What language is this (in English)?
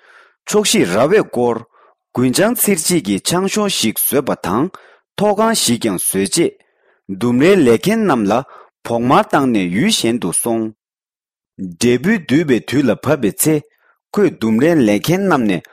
Tibetan